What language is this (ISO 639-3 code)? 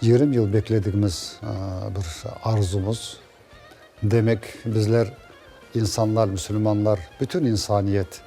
crh